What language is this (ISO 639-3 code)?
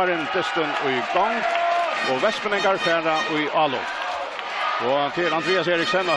fao